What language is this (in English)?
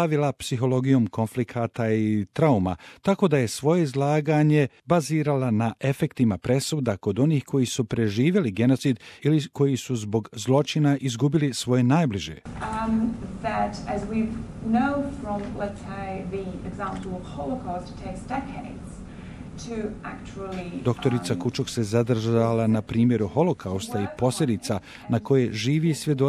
Bosnian